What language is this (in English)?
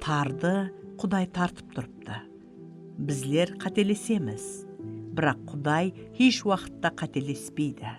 Kara-Kalpak